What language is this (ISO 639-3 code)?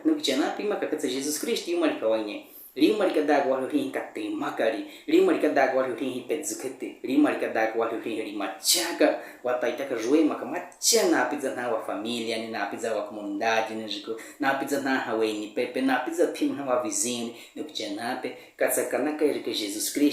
bwi